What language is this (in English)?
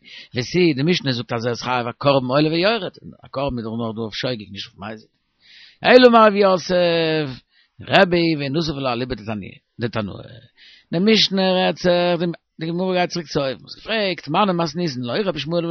Yiddish